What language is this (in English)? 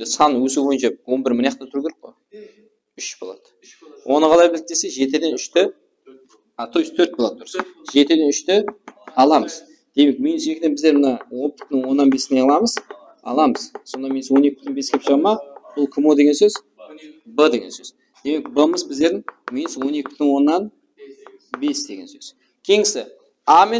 Kara-Kalpak